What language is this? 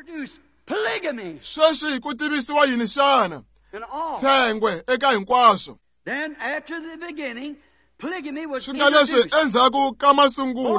Tsonga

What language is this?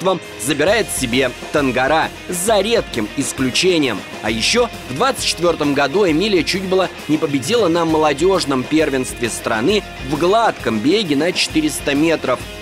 Russian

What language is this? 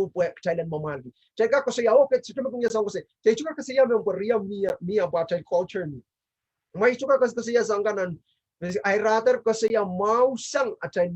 Pohnpeian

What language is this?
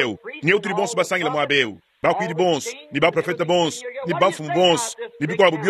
Luba-Lulua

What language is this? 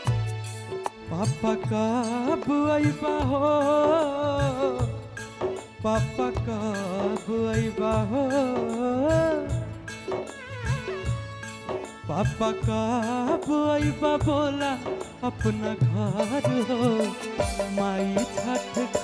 Bhojpuri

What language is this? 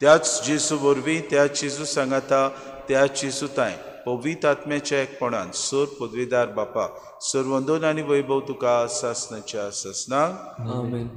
Konkani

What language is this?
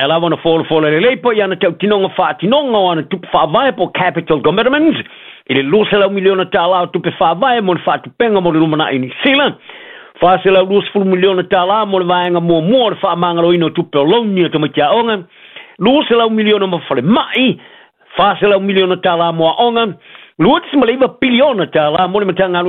Samoan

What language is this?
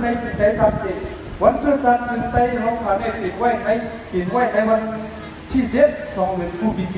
Shan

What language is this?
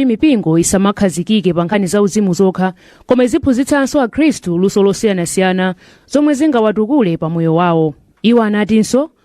Nyanja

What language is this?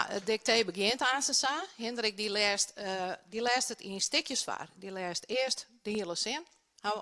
Western Frisian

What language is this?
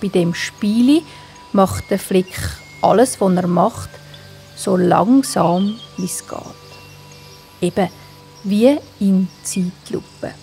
Swiss German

